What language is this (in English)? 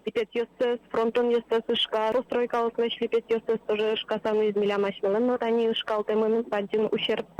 Udmurt